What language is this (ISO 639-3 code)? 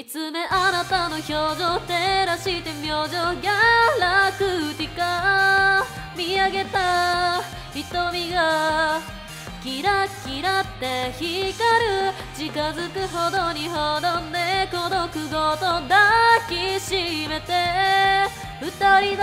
jpn